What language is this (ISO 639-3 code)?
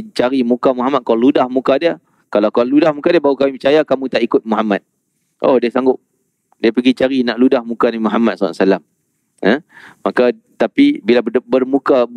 msa